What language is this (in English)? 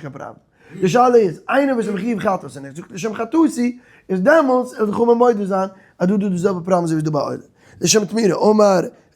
Yiddish